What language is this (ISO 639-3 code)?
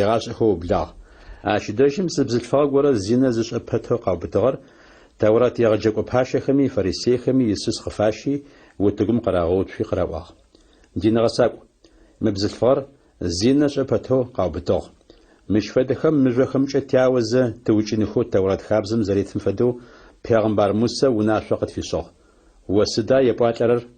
ady